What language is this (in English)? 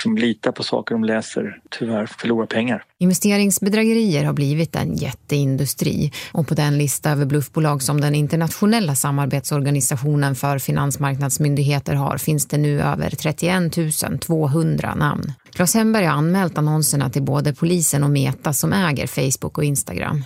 Swedish